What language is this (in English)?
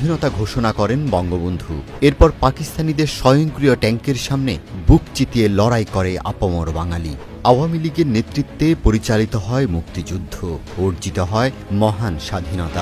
Bangla